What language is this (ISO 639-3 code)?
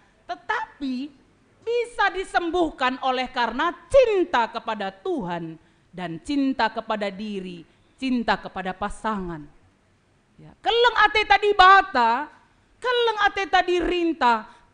btx